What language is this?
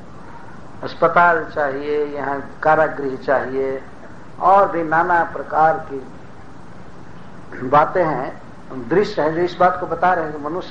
Hindi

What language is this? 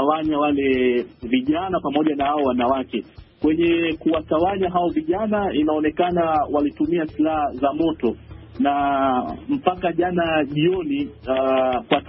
Swahili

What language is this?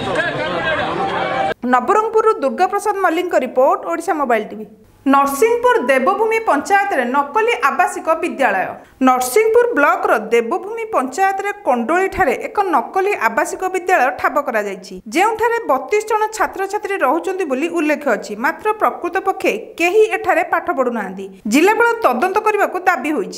Odia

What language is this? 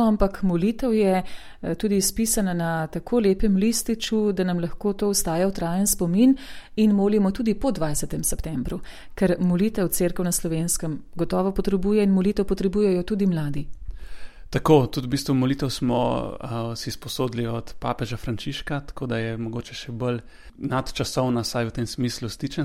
Slovenian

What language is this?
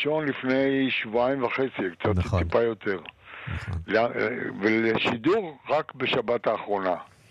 Hebrew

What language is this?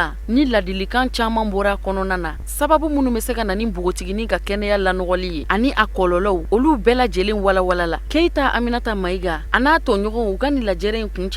Bambara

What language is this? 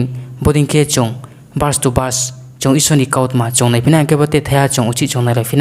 Riang (India)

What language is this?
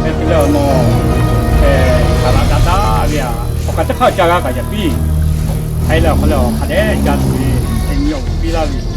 Lahu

